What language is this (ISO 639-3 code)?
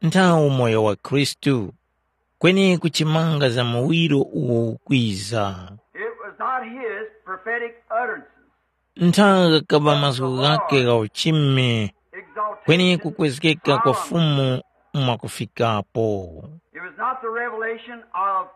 tum